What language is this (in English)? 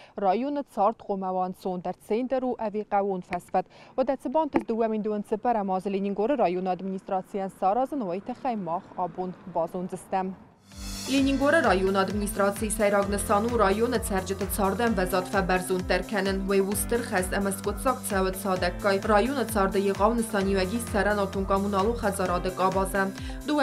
Ossetic